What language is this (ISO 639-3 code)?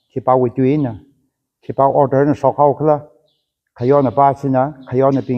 nmf